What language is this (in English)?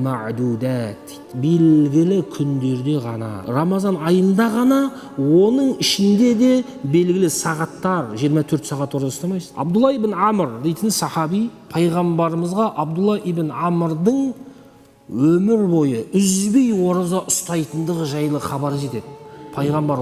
Kazakh